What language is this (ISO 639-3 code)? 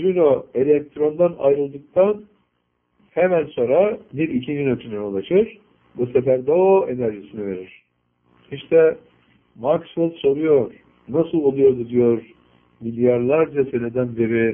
tur